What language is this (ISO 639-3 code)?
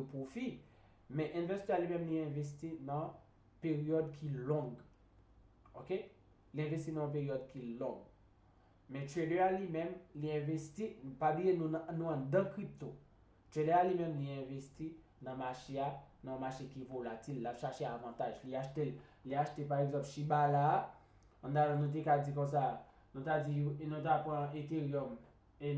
hat